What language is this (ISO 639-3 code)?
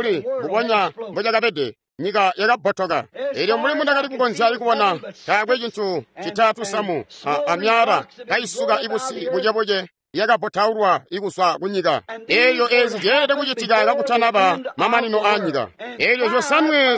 toi